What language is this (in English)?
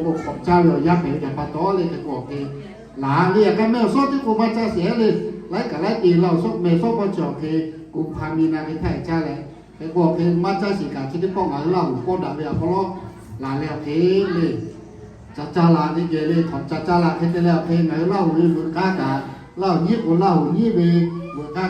Lahu